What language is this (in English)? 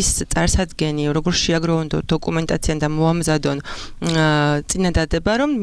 Georgian